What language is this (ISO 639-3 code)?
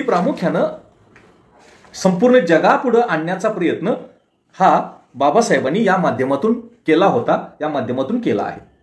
mar